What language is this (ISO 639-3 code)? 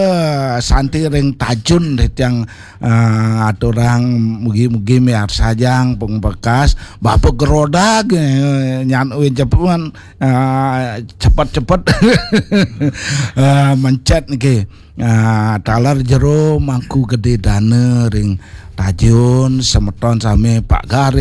ban